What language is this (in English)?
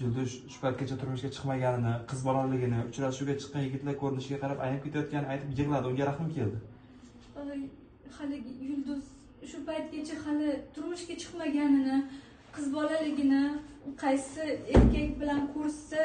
Uzbek